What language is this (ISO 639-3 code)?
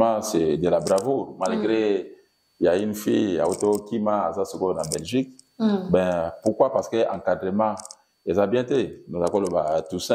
lin